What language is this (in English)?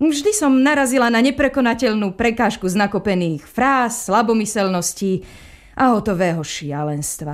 Slovak